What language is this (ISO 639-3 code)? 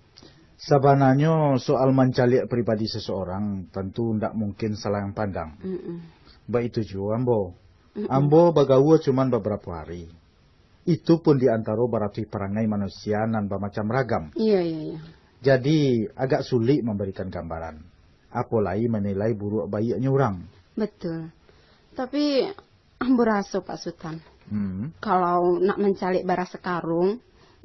min